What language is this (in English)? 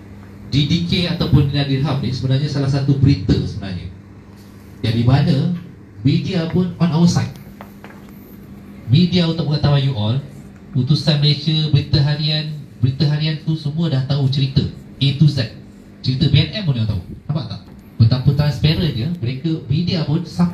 Malay